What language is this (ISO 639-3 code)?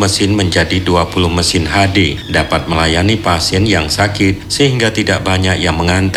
ind